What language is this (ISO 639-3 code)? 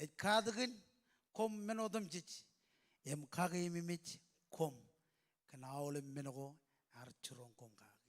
mah